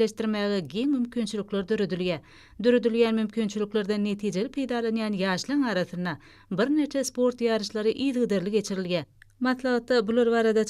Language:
Turkmen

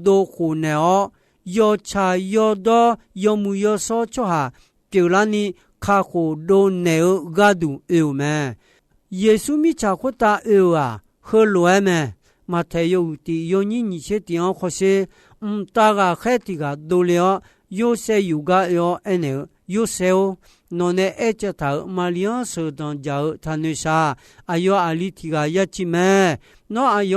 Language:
Akha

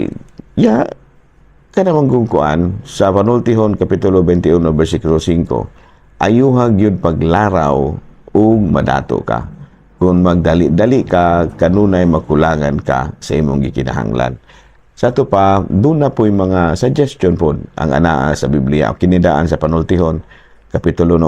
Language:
Cebuano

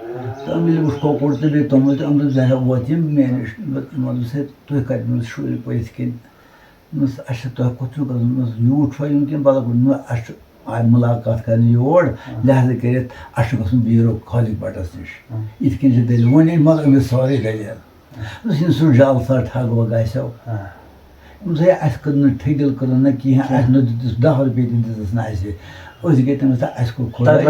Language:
Kashmiri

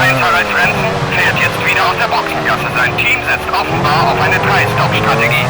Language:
Bavarian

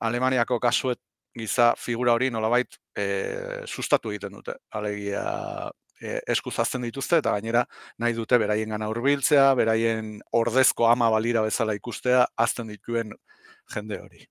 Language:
Basque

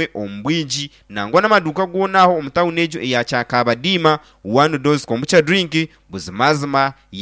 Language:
Nyankole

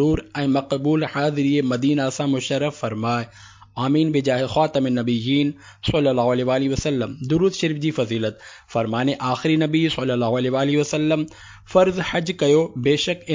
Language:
Sindhi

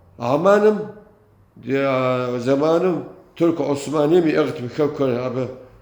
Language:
Kabardian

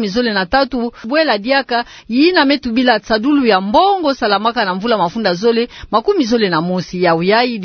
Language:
Kituba (Democratic Republic of Congo)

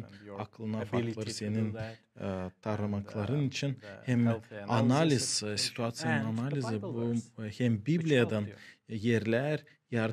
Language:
Gagauz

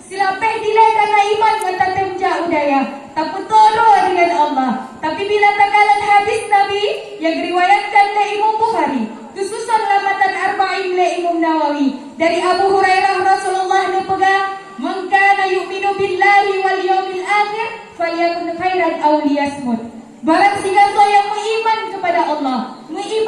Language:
Achinese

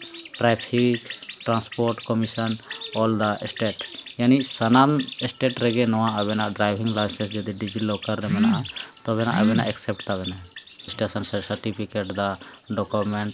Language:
Santali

